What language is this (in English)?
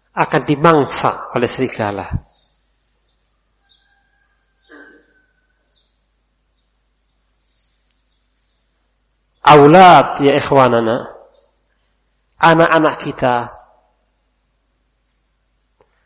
Indonesian